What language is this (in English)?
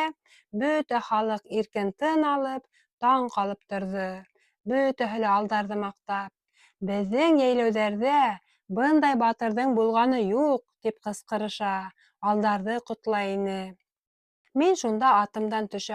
Bashkir